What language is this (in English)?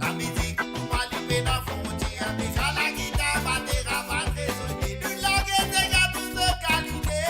Morisyen